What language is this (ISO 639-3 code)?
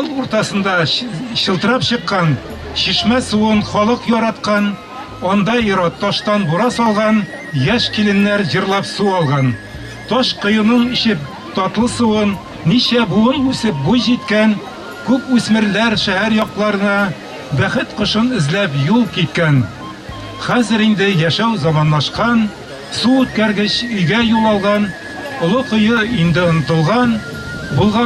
bak